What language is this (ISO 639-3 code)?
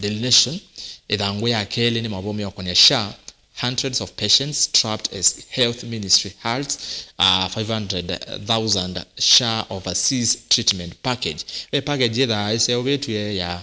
kam